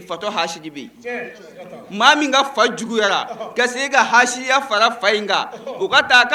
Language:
Bambara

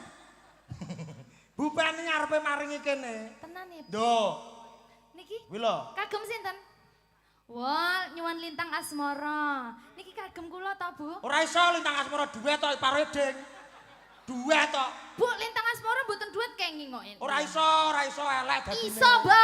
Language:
Javanese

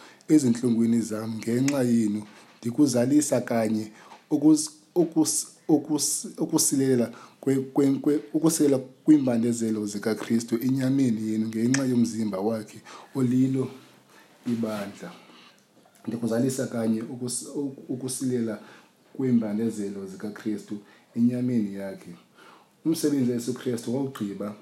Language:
Xhosa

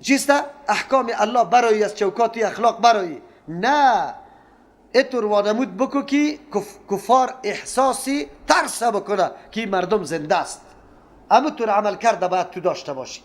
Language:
Persian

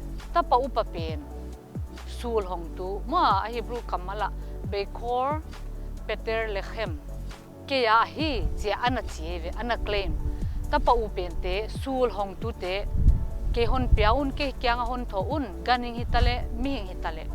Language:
Paite Chin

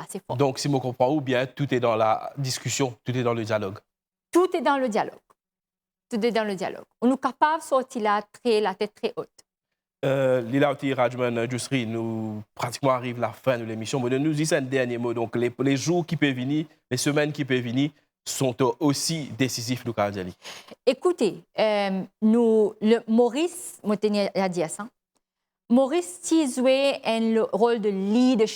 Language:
Morisyen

